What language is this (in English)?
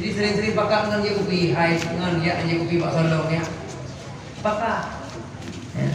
Achinese